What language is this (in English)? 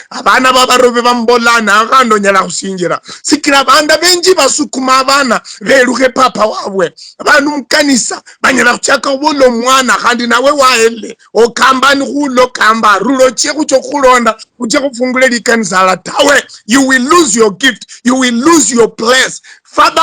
Luyia